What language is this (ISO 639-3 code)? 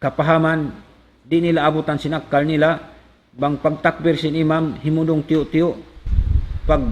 tsg